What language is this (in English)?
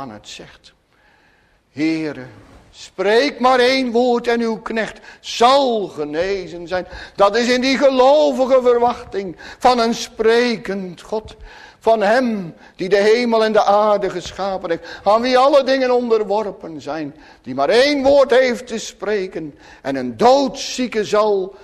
Dutch